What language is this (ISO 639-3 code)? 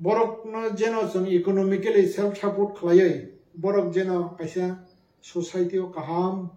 trp